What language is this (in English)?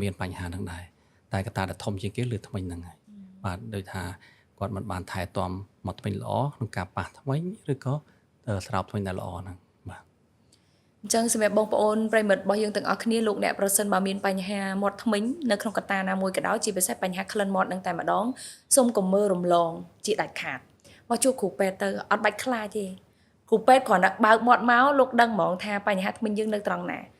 Khmer